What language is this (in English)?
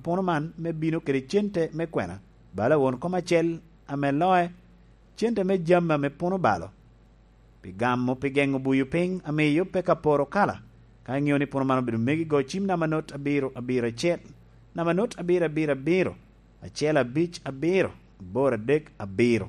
Lango (Uganda)